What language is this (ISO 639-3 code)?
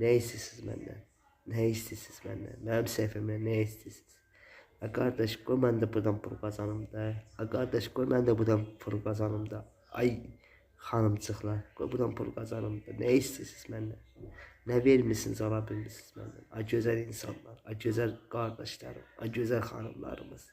aze